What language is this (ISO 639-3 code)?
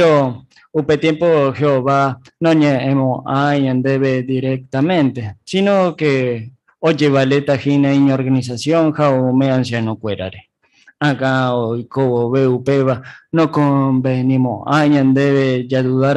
grn